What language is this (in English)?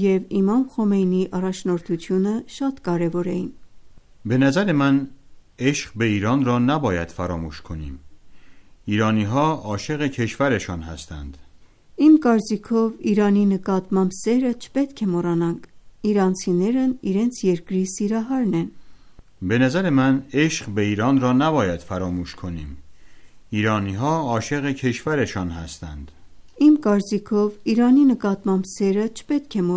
Armenian